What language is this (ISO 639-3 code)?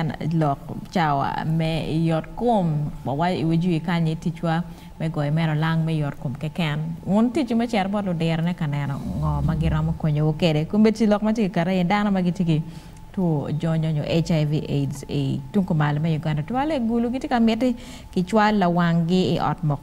ach